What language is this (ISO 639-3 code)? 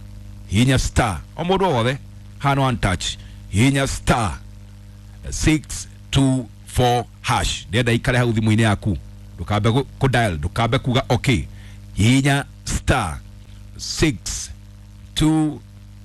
kik